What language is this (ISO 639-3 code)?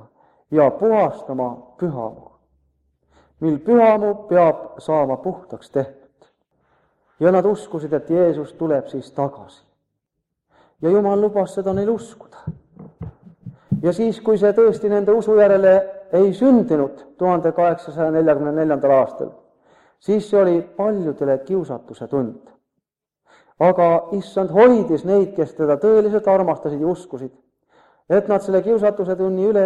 est